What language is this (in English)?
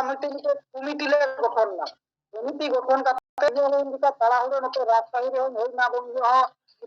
Santali